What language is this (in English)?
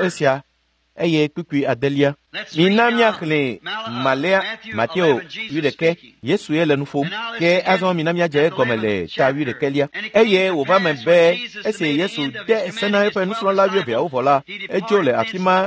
Ewe